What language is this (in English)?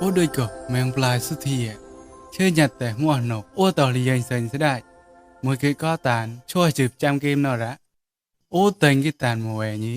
Mon